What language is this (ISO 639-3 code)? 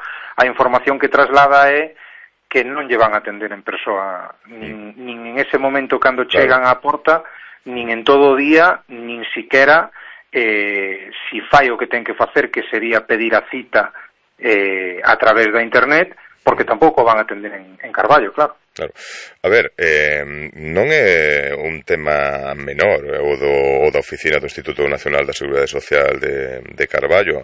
glg